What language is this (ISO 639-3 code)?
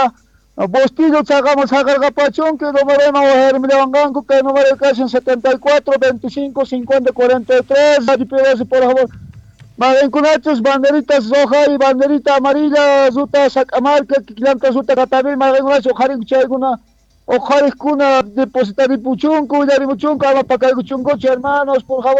quh